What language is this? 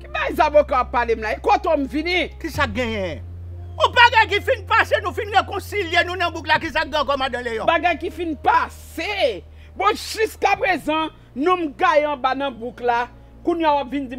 Haitian Creole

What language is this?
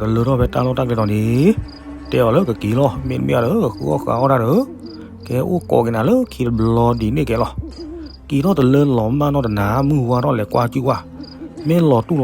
S'gaw Karen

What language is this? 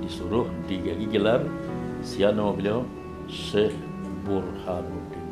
Minangkabau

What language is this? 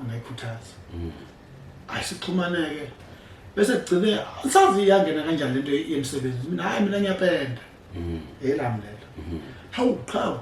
Zulu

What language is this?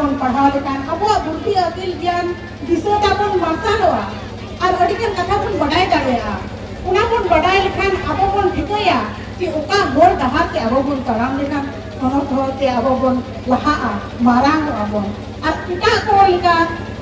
Santali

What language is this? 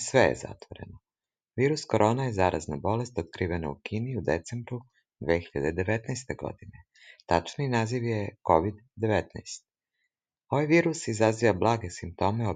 Serbian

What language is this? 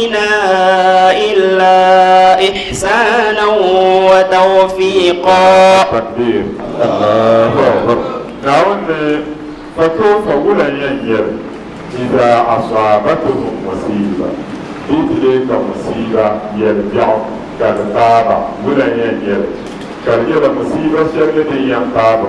Dagbani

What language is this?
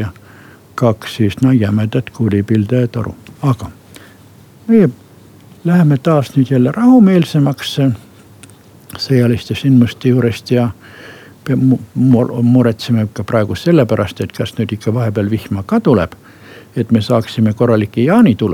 Estonian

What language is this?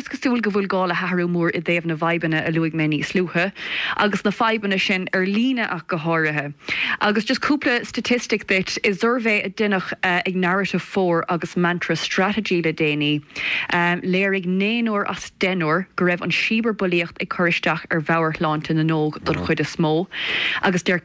Irish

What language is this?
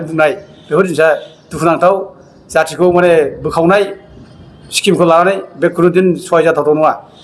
Bodo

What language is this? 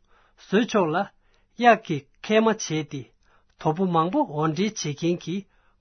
Tibetan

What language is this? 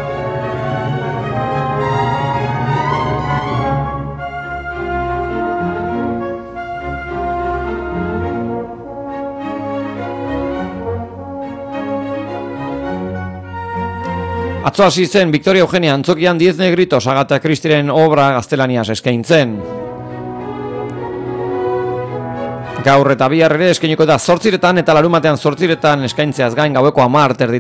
Basque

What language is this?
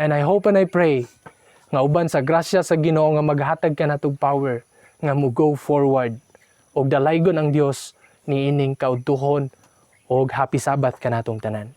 Cebuano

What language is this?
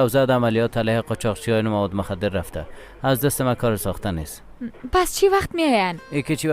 Persian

